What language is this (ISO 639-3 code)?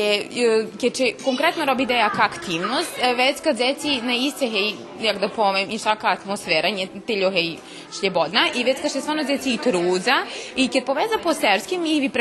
rue